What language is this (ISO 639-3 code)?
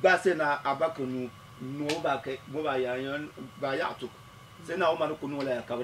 dag